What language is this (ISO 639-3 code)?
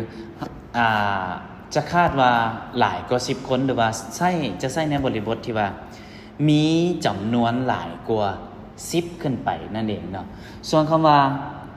lao